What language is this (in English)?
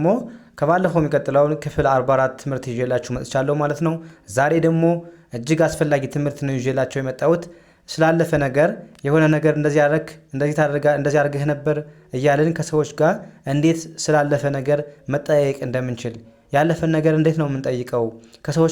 Amharic